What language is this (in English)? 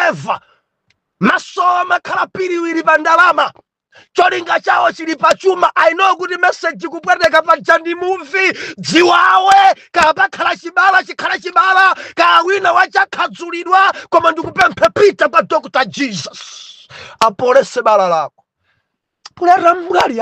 Nyanja